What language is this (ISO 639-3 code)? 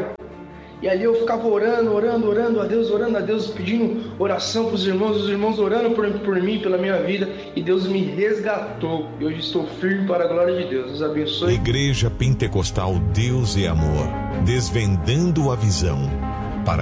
por